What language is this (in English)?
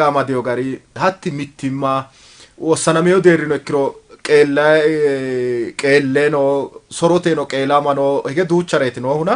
Sidamo